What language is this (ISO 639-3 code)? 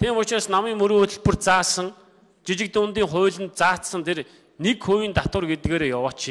mon